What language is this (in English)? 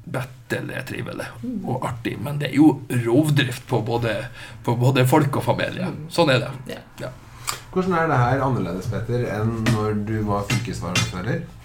Norwegian